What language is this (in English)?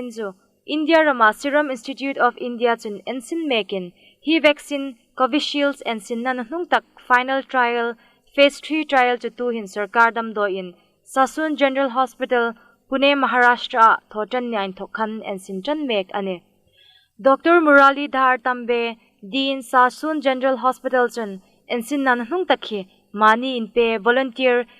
Hmar